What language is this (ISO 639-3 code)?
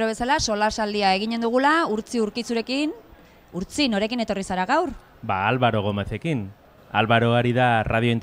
eus